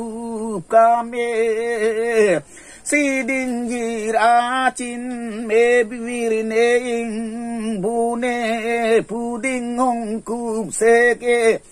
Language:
Karbi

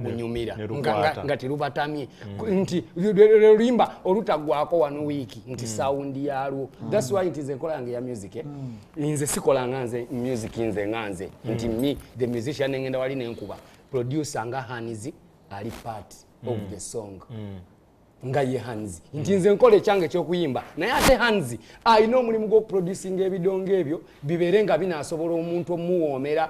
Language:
Ganda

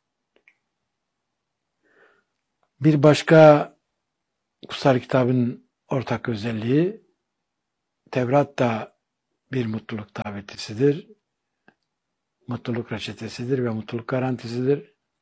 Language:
Turkish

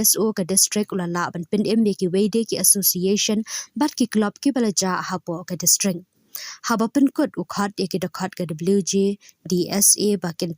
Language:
Khasi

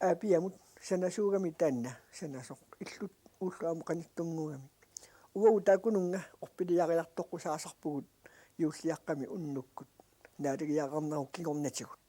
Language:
Kalaallisut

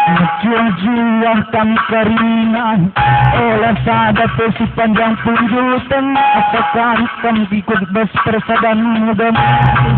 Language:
Batak Karo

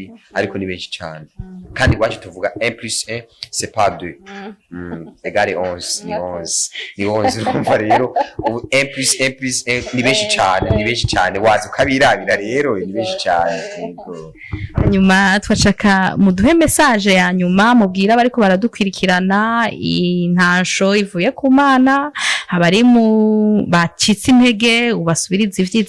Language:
Rundi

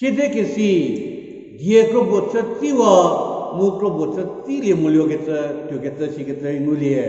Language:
Angami Naga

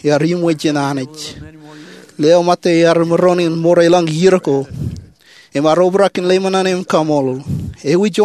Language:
Marshallese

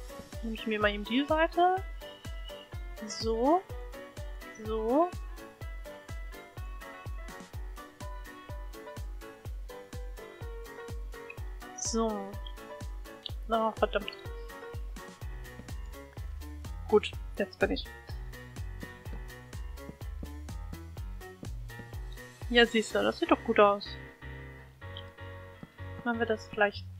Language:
German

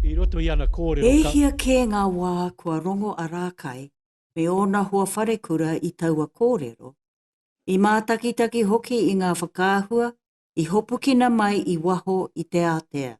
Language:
Māori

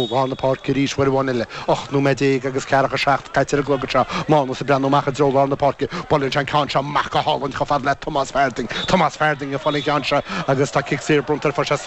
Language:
Irish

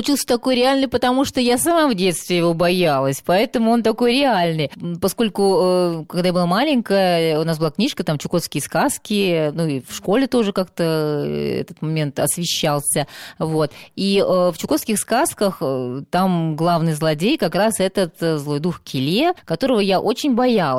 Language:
Russian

